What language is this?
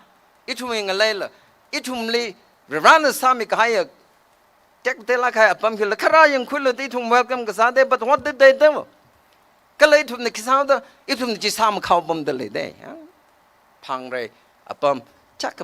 Tangkhul Naga (India)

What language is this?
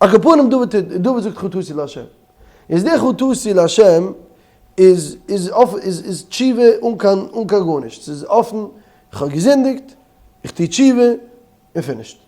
Yiddish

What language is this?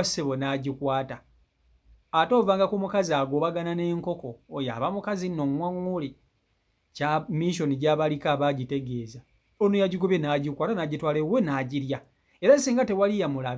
Ganda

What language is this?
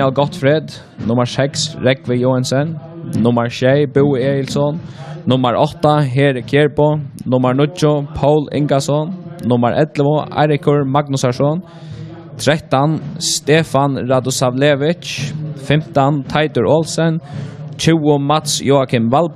Faroese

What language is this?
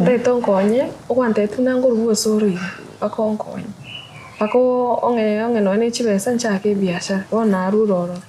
Gusii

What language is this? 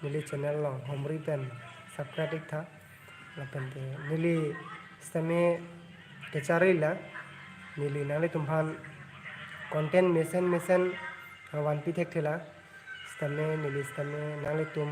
Karbi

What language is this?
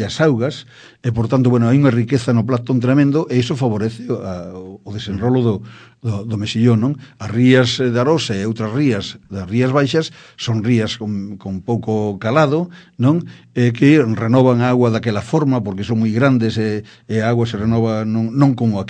Galician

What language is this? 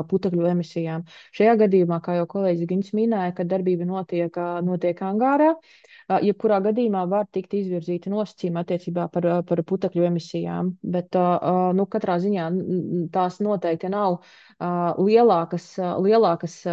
Latvian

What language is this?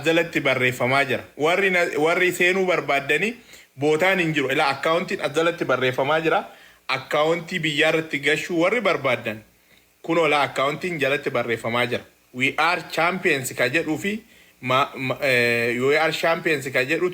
Oromo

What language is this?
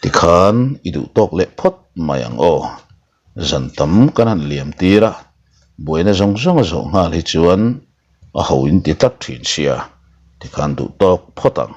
Mizo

